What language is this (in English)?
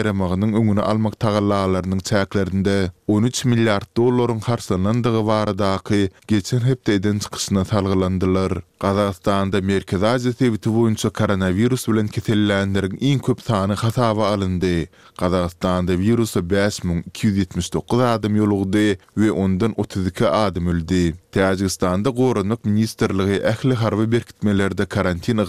Turkmen